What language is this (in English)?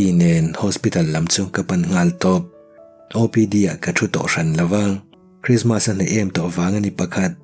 Mizo